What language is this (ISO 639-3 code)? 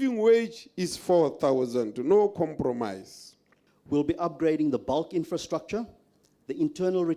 tsn